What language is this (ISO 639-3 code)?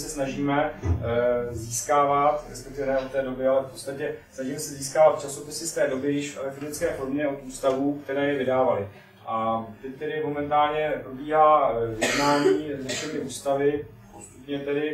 ces